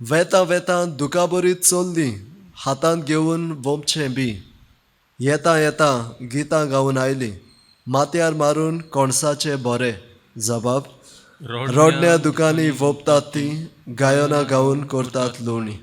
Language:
Konkani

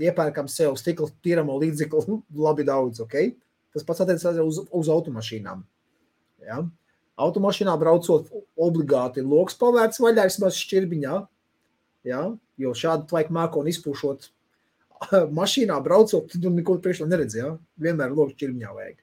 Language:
Latvian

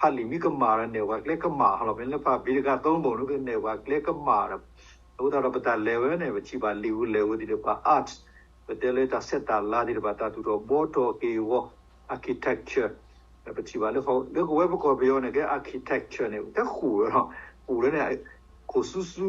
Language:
S'gaw Karen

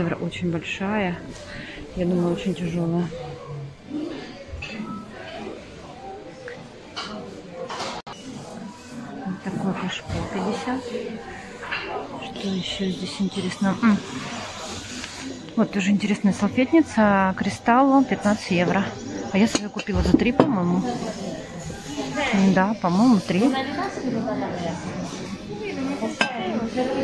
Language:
Russian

